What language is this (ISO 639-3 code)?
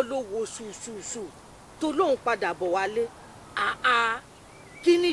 yor